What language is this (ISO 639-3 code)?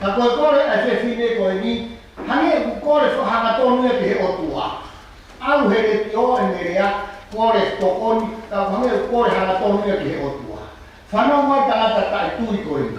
ton